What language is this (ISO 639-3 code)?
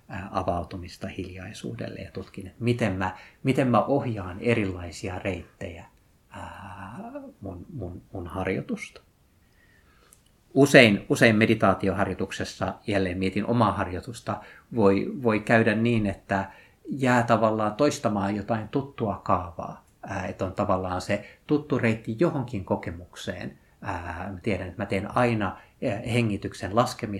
fin